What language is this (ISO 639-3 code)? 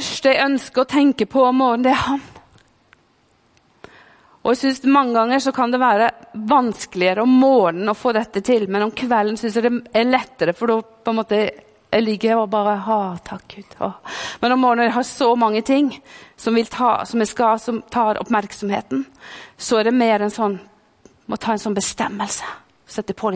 nor